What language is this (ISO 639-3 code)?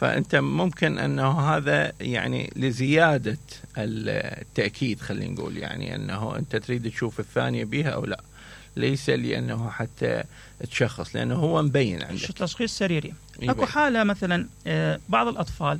acm